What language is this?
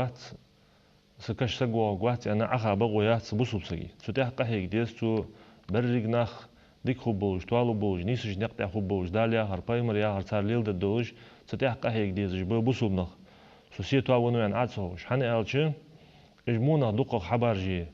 Ingush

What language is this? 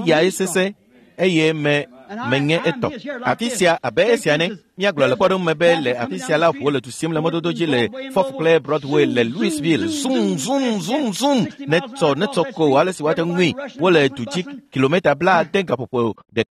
Ewe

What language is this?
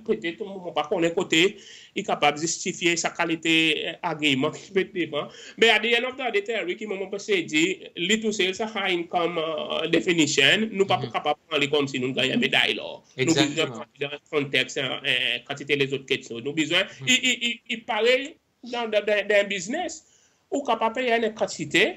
Seselwa Creole French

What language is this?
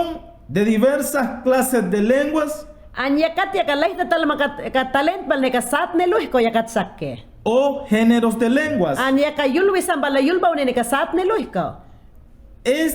Mayangna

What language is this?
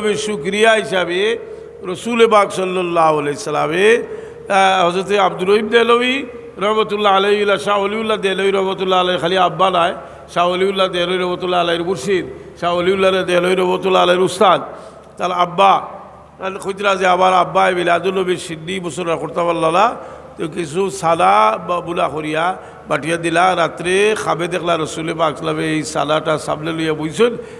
Sylheti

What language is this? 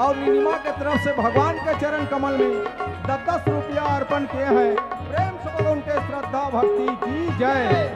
Chhattisgarhi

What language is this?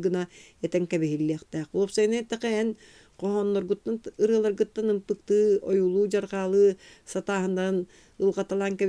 Yakut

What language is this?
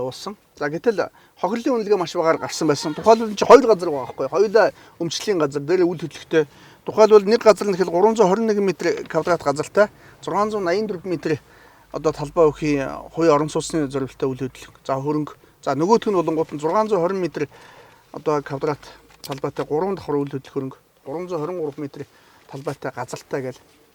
Mongolian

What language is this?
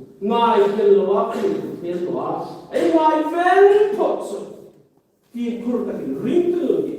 Hmar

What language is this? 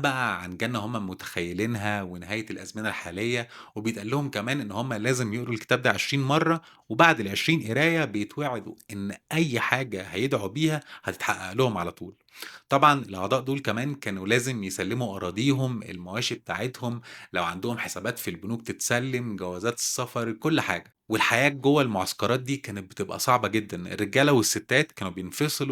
Egyptian Arabic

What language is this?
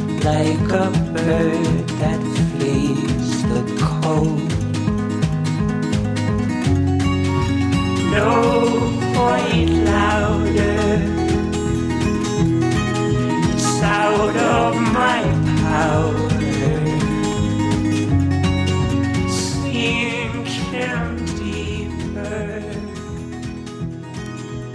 Basque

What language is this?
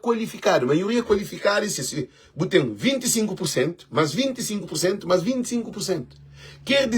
Kabuverdianu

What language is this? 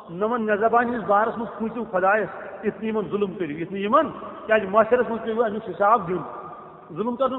Kashmiri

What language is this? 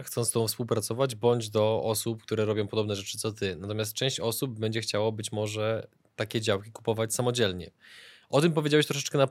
Polish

